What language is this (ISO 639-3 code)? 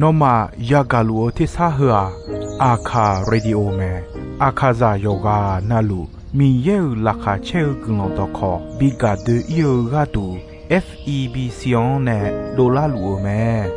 ahk